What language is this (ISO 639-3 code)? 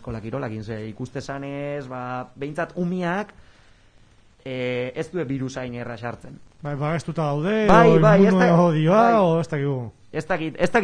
eus